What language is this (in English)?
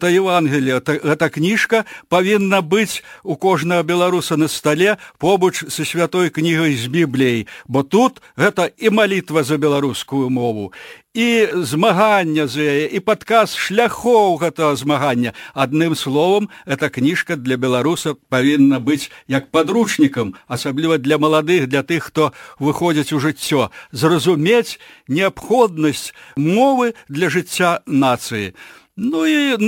Belarusian